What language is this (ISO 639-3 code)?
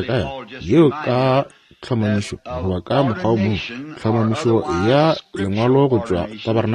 nso